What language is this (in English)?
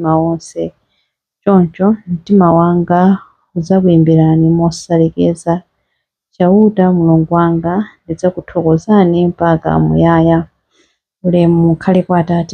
Nyanja